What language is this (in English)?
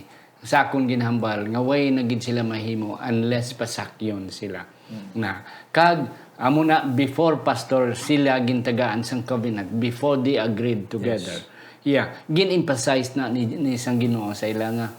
Hiligaynon